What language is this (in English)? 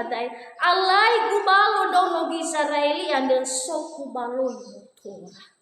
Nias